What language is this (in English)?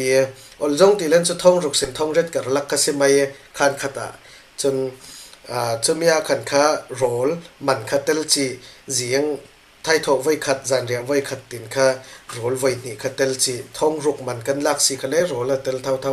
Falam Chin